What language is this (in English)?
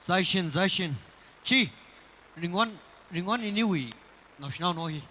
Tangkhul Naga (India)